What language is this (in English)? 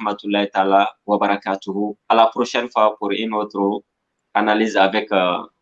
Bambara